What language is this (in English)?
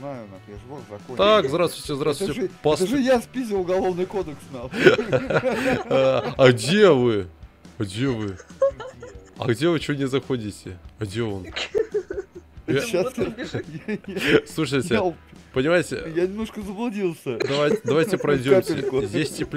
Russian